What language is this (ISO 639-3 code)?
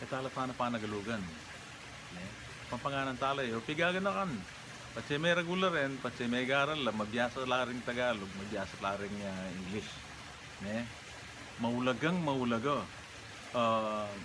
pam